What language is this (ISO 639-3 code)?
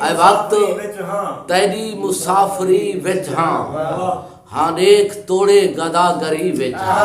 skr